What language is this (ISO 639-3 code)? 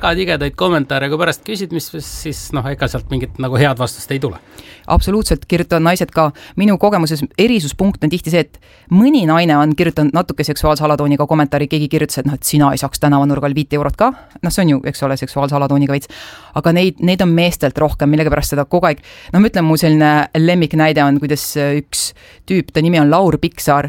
est